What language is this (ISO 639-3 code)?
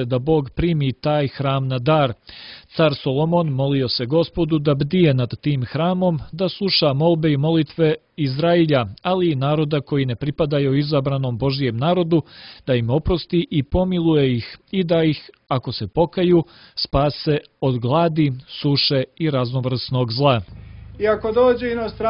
srp